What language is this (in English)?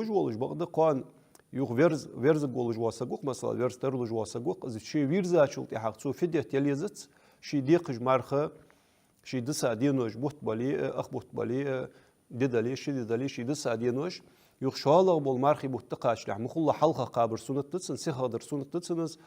Ingush